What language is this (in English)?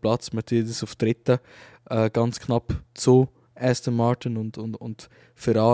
Swiss German